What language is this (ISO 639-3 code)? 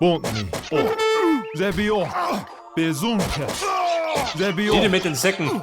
bar